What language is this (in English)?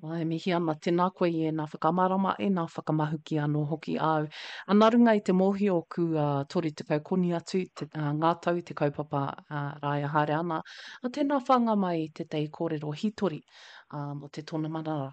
Māori